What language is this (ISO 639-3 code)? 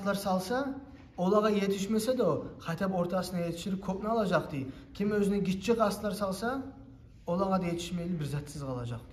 kum